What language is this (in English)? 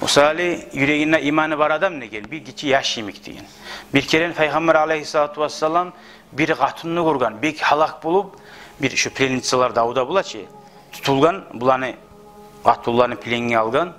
Kumyk